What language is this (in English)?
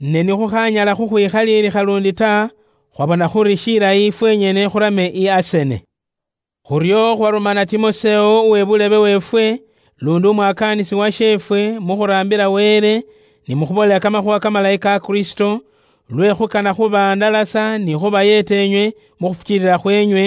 Luyia